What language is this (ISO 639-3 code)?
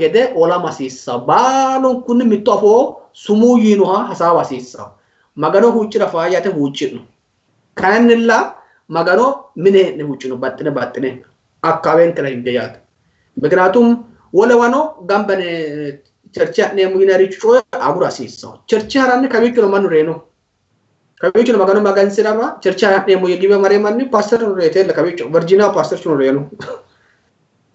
sid